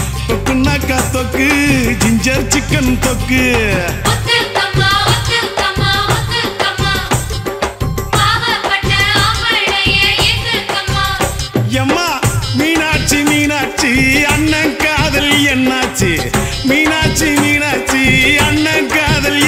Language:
Tamil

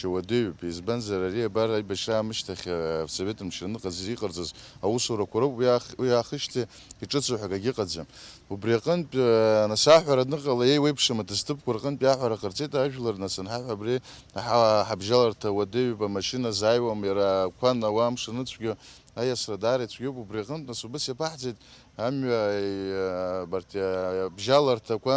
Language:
Abkhazian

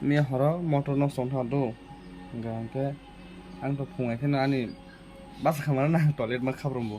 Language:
Kok Borok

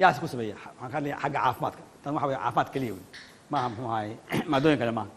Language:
Somali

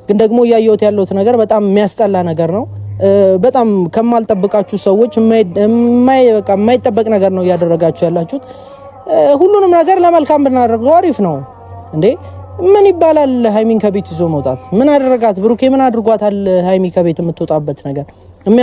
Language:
Amharic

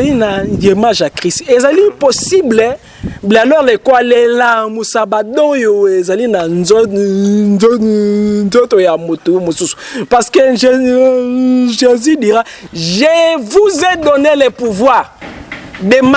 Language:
Lingala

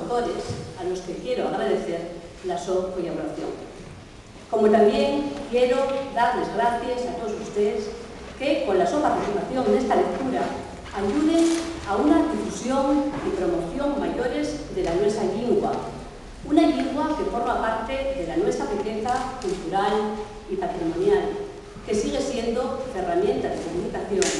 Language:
Asturian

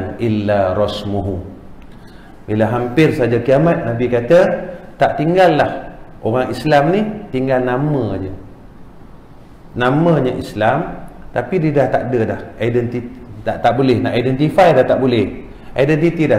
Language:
Malay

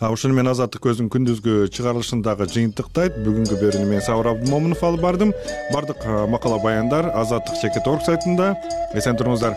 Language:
Kyrgyz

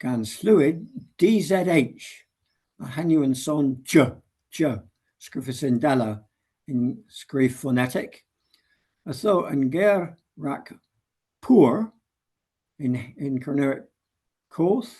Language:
Cornish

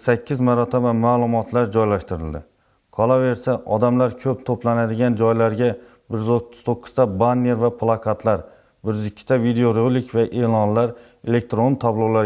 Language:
Uzbek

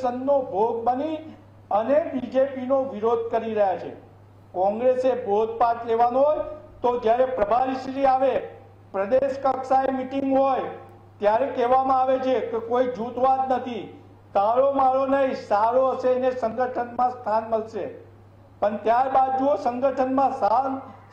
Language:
Gujarati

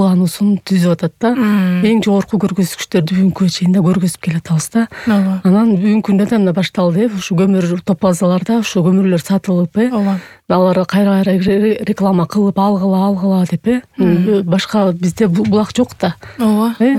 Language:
Kyrgyz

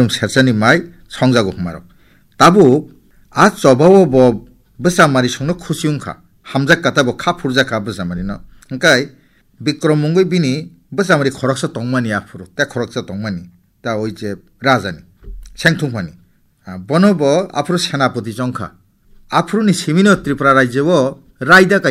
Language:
Kok Borok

